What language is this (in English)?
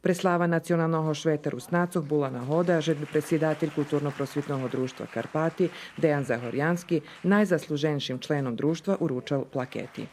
Rusyn